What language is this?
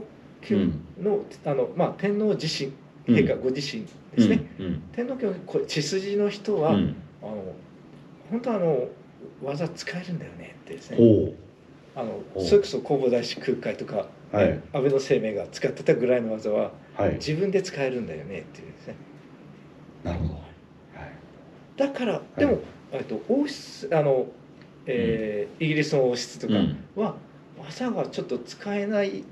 Japanese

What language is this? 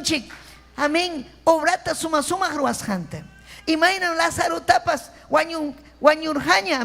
Ayacucho Quechua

